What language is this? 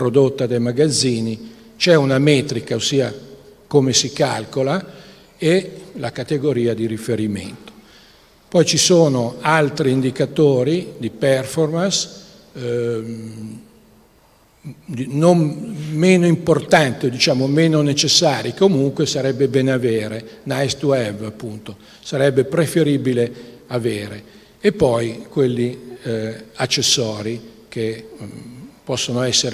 Italian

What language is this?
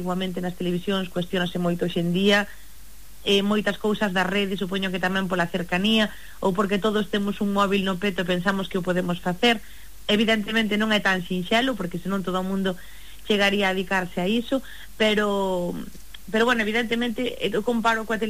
Galician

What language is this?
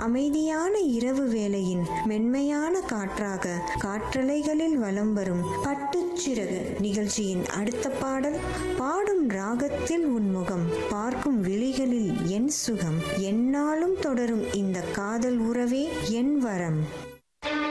Tamil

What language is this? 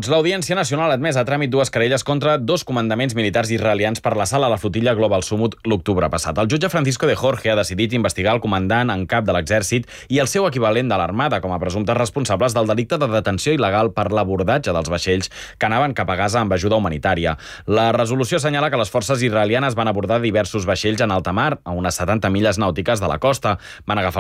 Catalan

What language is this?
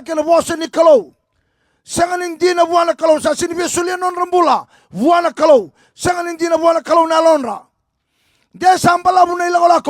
Fijian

